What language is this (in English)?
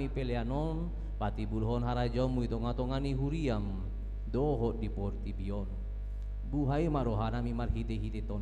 Batak Toba